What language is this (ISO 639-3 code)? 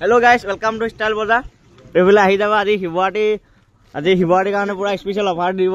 asm